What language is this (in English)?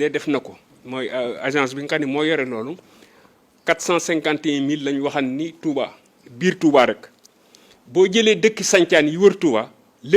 Wolof